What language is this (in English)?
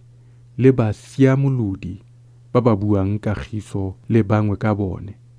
Tswana